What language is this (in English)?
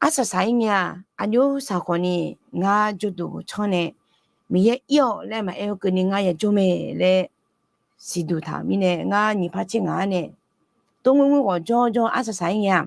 Akha